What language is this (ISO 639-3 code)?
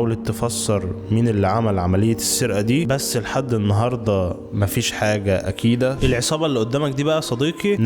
arz